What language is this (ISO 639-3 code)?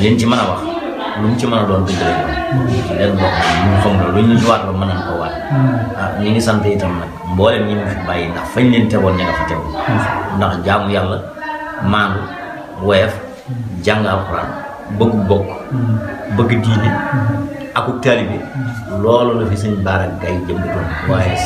wol